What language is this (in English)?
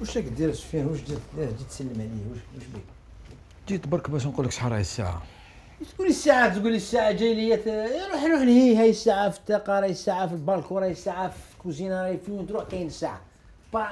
Algerian Arabic